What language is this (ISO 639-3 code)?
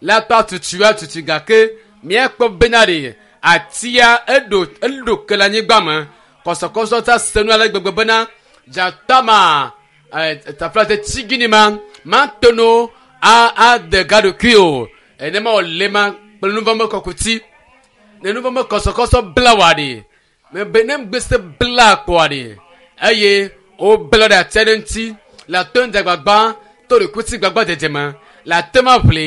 ewe